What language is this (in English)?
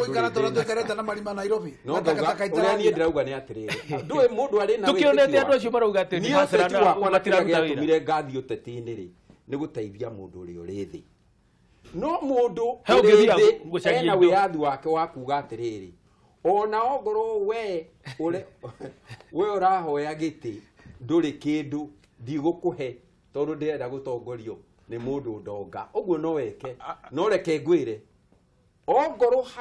Kikuyu